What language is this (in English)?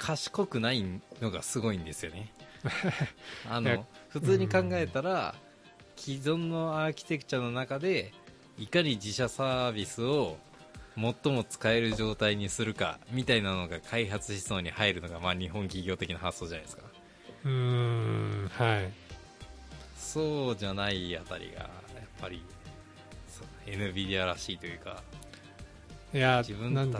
Japanese